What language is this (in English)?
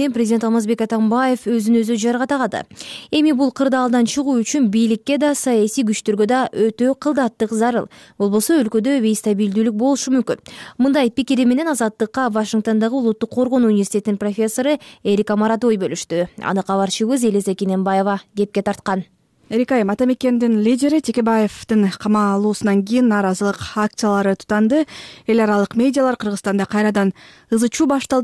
Kyrgyz